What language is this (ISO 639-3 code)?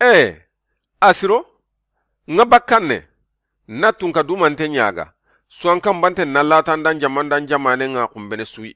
snk